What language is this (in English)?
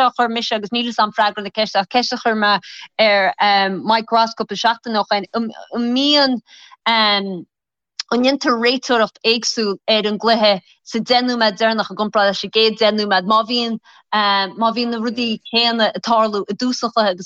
Irish